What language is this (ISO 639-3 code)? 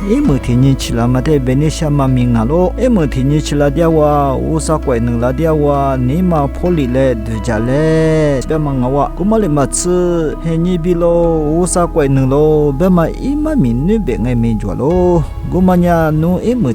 lis